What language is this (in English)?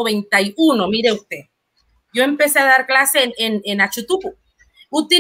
Spanish